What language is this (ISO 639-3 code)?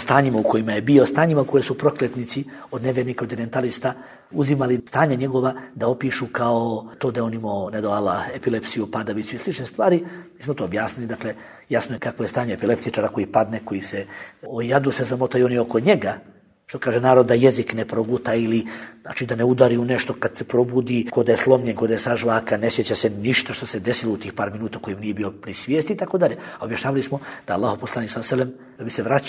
bos